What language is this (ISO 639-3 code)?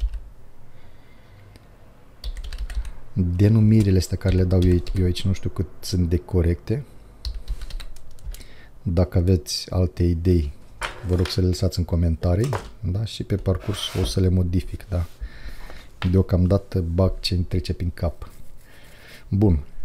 ron